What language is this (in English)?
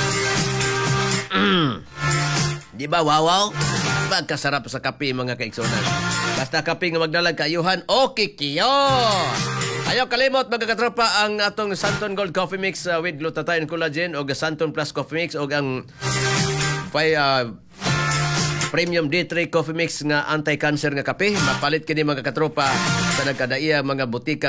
Cebuano